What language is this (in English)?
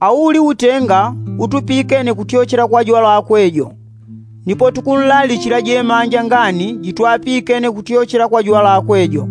Yao